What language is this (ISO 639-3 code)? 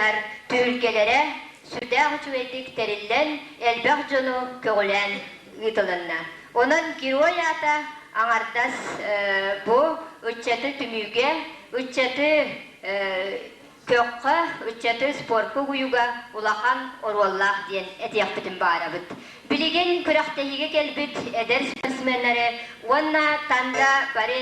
sah